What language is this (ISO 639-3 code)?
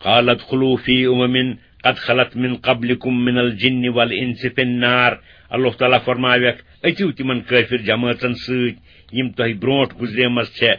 kas